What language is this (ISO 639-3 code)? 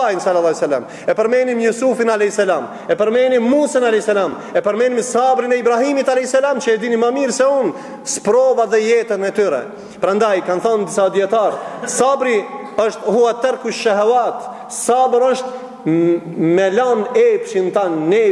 sqi